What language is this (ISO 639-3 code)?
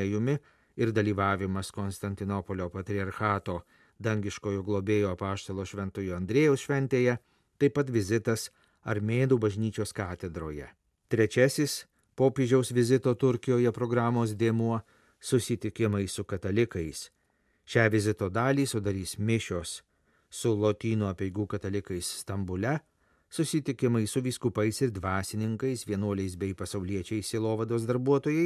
lit